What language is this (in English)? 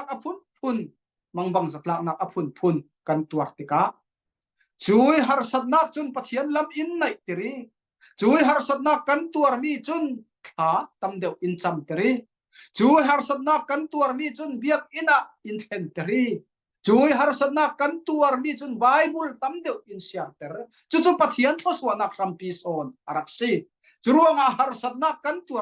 Falam Chin